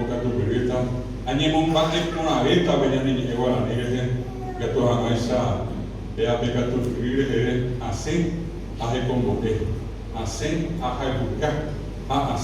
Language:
Guarani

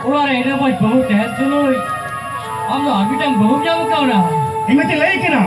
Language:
Santali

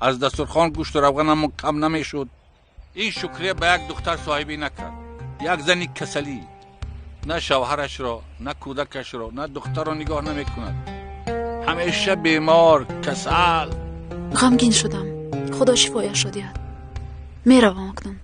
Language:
Tajik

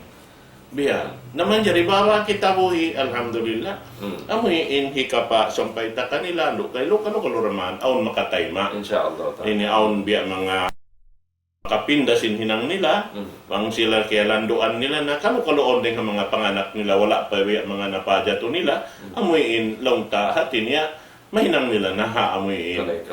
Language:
Tausug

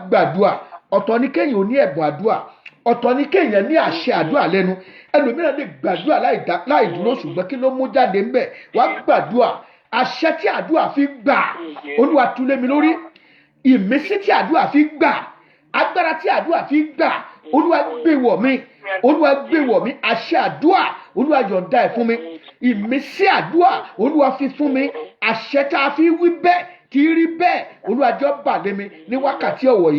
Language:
Yoruba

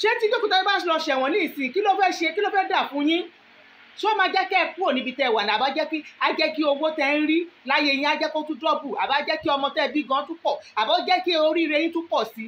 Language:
Yoruba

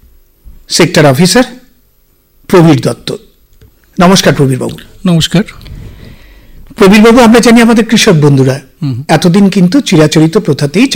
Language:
Bangla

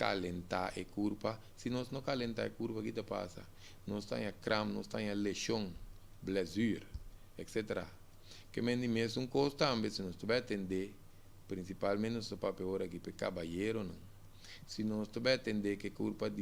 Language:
Papiamento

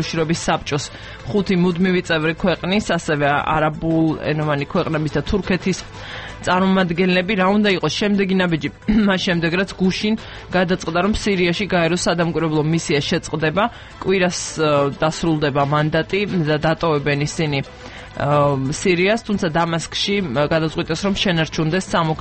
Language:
Georgian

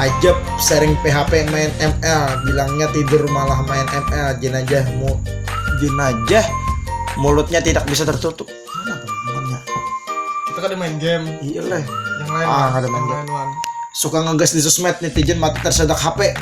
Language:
Banjar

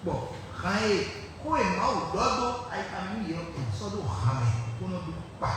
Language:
Fon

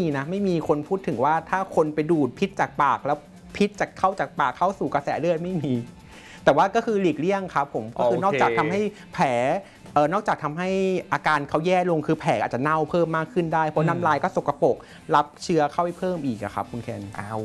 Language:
Thai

